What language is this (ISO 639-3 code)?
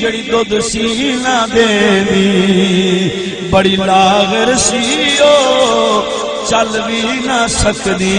skr